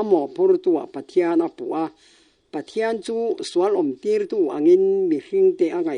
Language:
Mizo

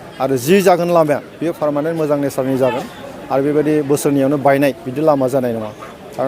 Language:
Bodo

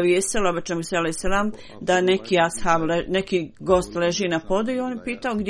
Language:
Croatian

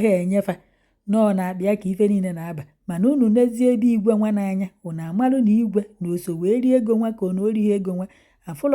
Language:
Igbo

